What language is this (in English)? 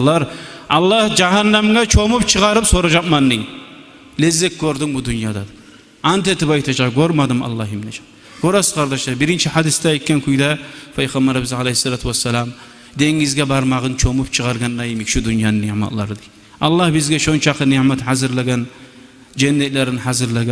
Kumyk